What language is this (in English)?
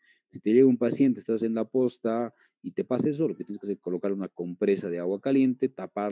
Spanish